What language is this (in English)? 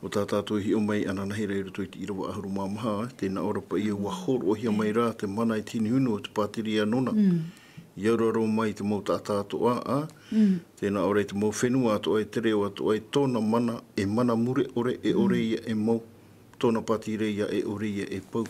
Tahitian